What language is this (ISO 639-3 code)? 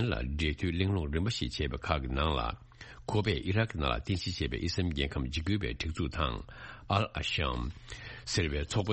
bod